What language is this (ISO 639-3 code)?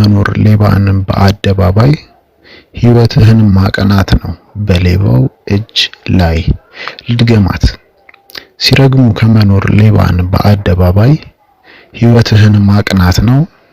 amh